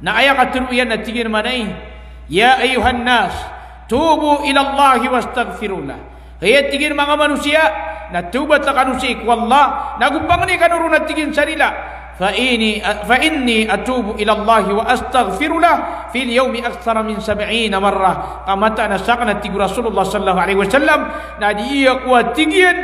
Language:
Maranao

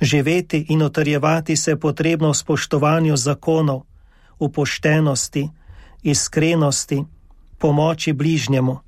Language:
Slovenian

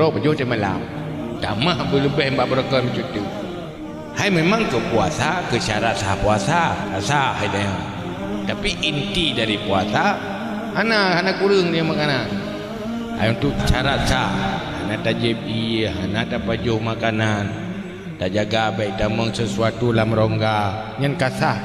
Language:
Achinese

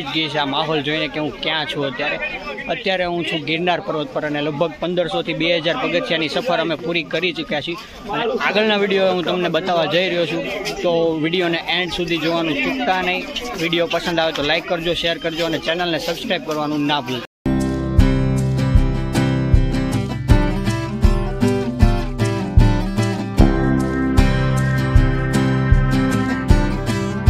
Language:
Gujarati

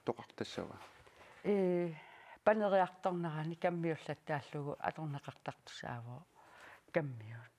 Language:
Kalaallisut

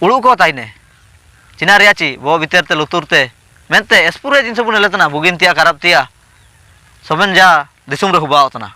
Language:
Ho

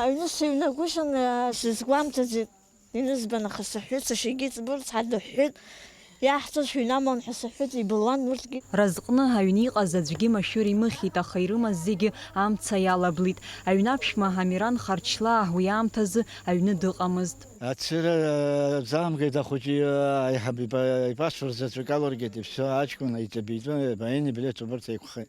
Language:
Abkhazian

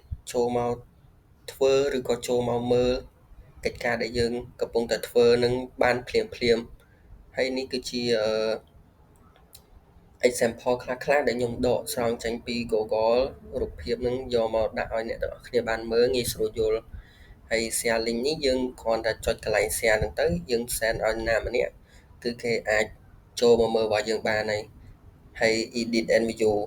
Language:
Khmer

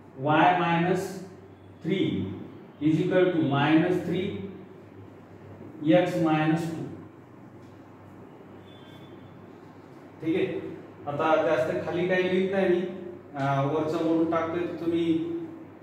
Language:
Marathi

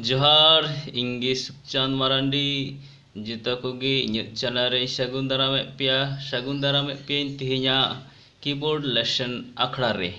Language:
Santali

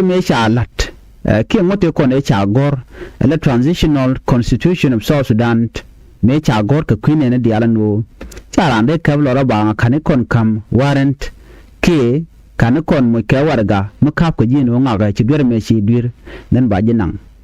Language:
Nuer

